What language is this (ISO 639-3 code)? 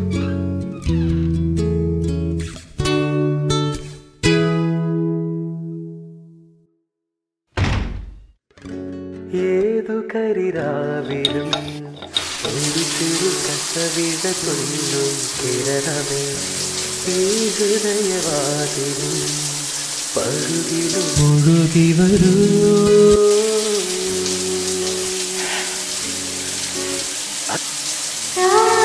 mal